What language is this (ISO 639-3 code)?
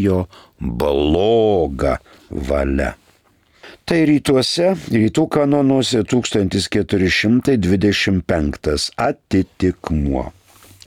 lit